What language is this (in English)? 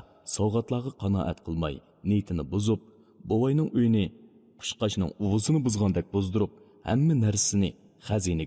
Uyghur